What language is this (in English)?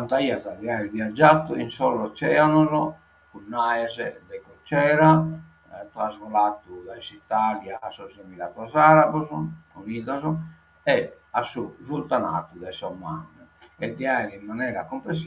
Sardinian